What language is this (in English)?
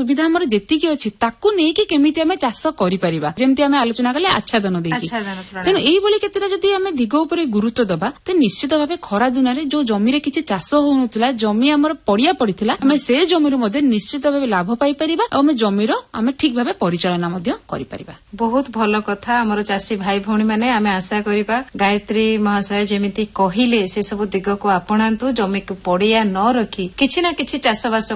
Odia